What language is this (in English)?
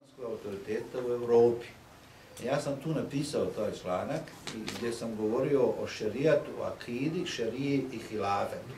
Bosnian